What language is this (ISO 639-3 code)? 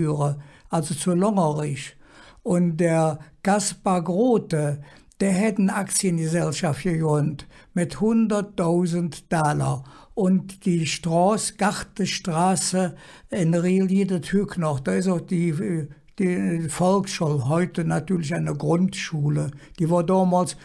ksh